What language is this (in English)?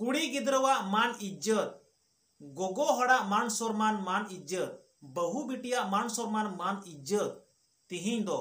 Santali